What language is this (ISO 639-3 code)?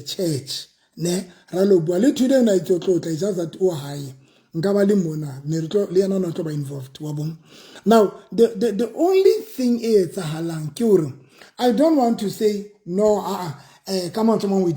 sot